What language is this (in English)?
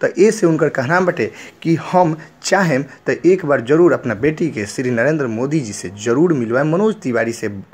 Bhojpuri